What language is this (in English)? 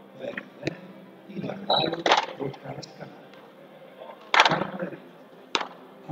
Slovak